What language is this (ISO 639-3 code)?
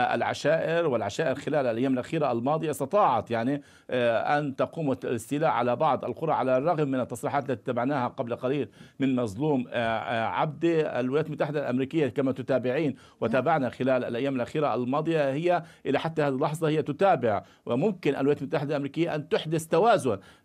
ara